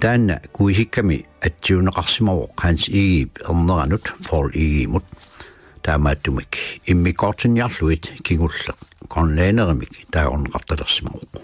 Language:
Kalaallisut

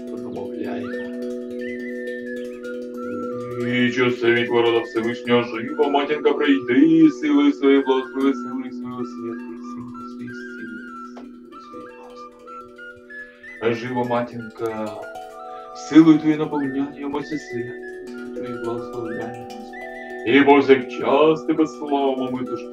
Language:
Ukrainian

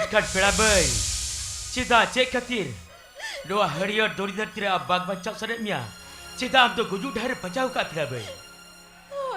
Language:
Santali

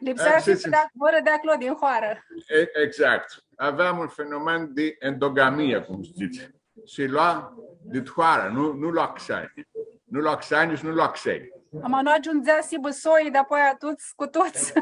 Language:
Aromanian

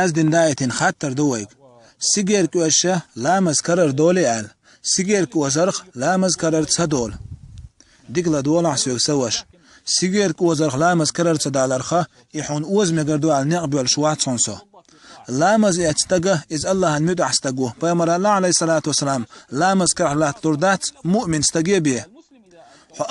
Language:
Chechen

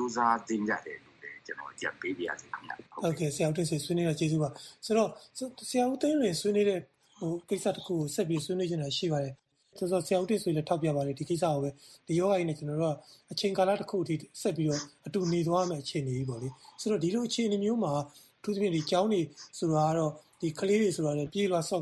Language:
Burmese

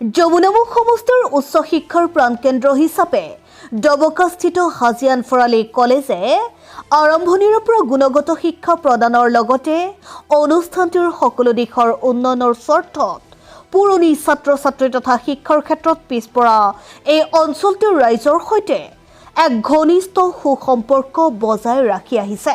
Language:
Assamese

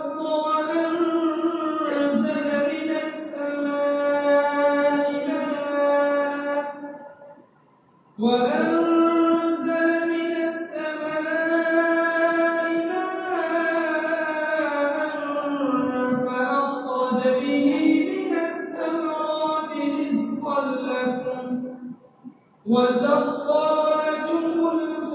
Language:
Arabic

